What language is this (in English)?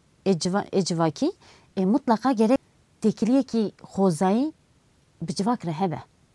Kurdish